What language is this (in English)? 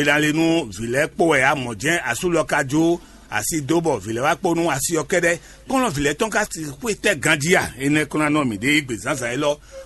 Fon